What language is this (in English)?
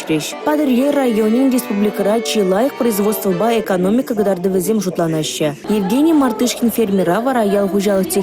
Chuvash